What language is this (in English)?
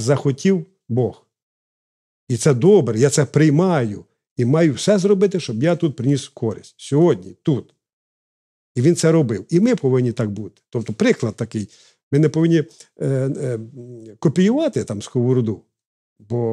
Ukrainian